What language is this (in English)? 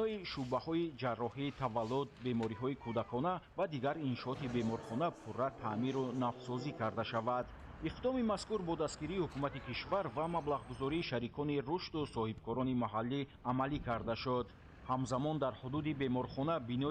Tajik